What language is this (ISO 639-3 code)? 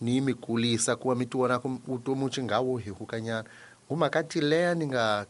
tso